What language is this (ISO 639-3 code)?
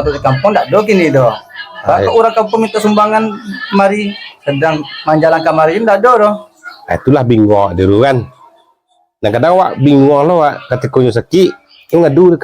min